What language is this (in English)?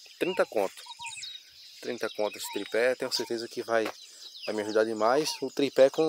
Portuguese